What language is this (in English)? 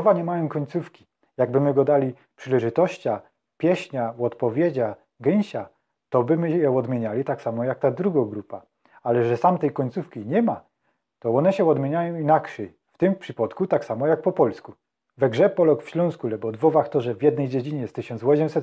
Silesian